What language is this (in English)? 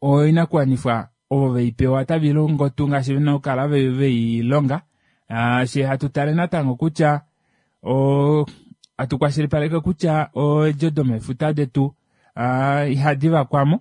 Kuanyama